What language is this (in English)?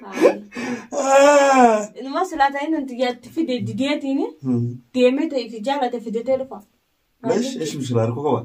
Oromo